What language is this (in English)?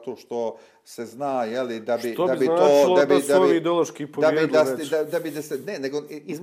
Bosnian